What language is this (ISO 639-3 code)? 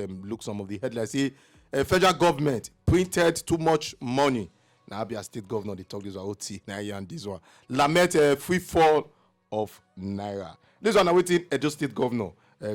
pcm